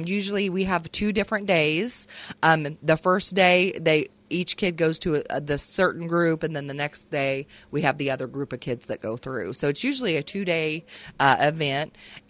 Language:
English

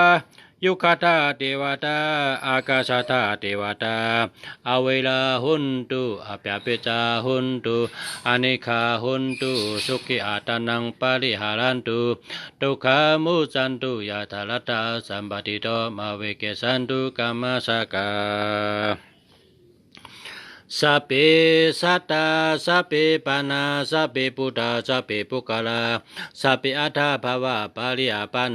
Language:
Shan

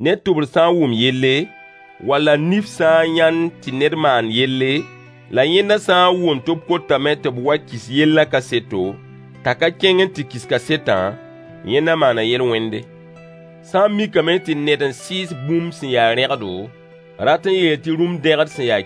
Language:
Mossi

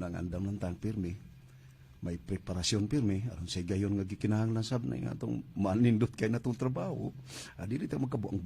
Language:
Cebuano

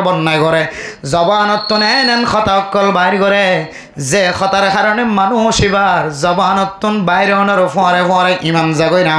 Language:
Rohingya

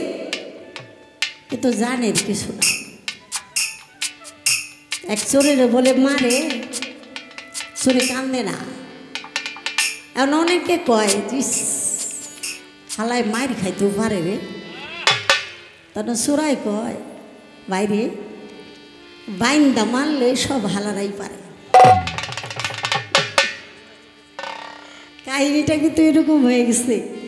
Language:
Bangla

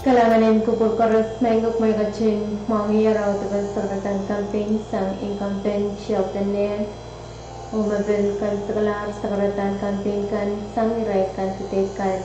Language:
Pohnpeian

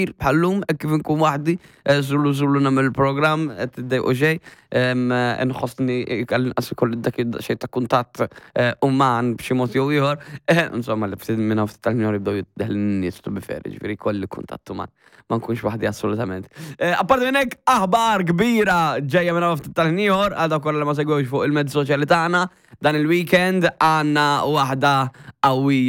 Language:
Maltese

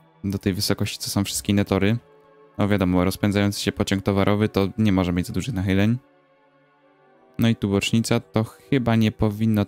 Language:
Polish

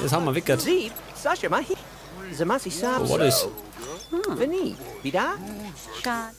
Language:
Bavarian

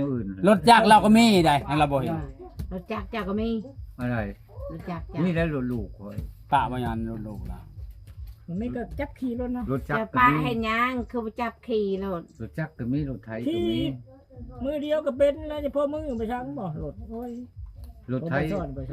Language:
Lao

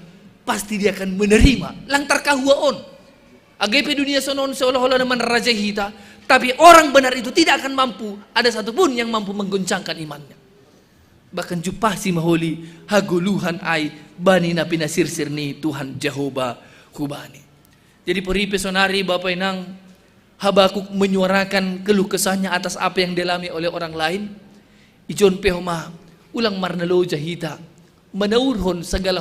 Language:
Batak Simalungun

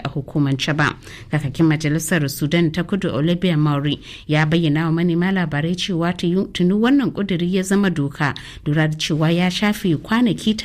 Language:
Hausa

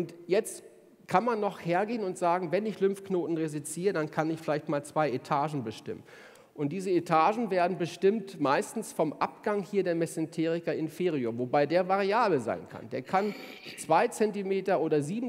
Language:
German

